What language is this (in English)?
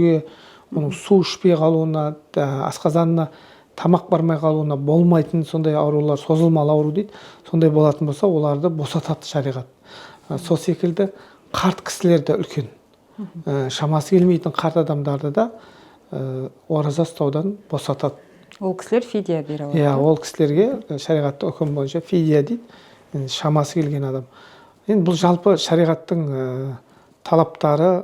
Kazakh